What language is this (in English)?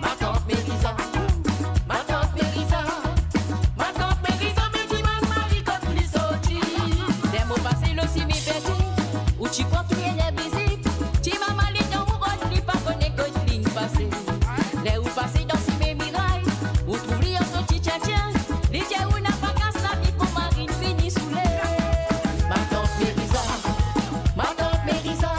Morisyen